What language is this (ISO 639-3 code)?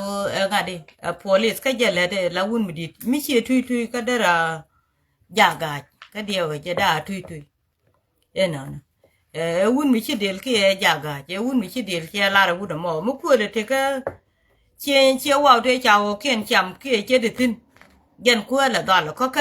nus